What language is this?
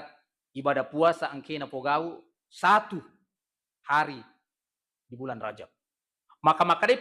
Buginese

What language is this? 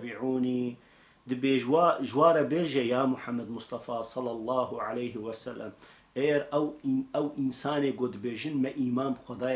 Kurdish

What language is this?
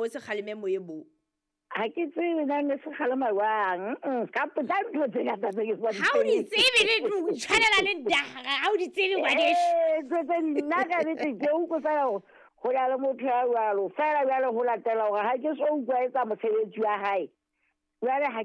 Southern Sotho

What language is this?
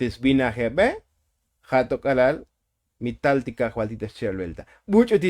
Tzotzil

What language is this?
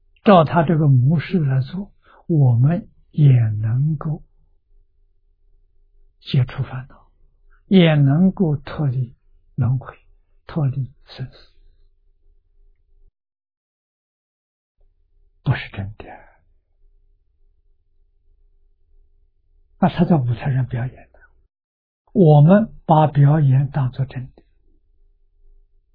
Chinese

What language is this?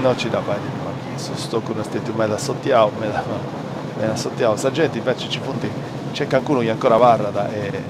Sardinian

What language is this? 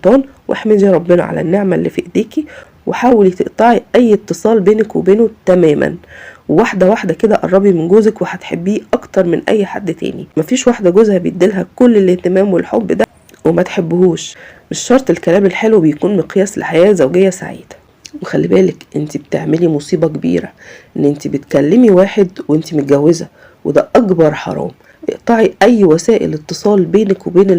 Egyptian Arabic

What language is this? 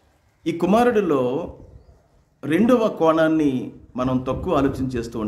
Telugu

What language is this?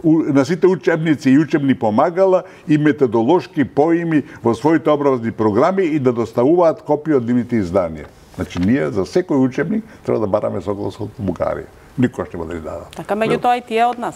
Macedonian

